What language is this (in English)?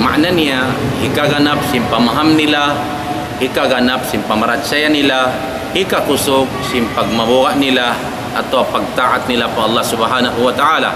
Tausug